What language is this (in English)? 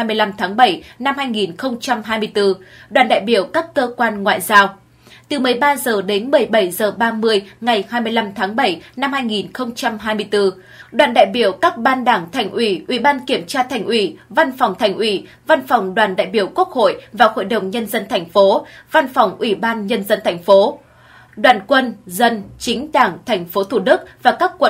Vietnamese